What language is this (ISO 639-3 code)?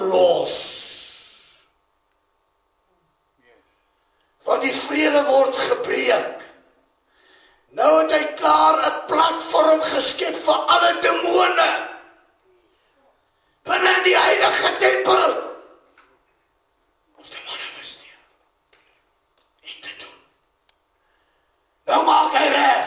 afr